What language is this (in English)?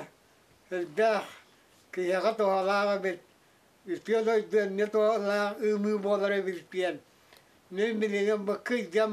Yakut